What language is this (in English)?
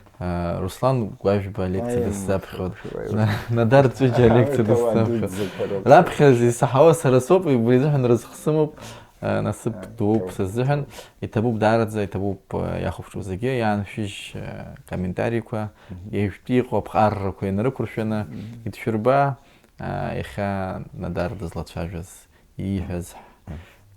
Abkhazian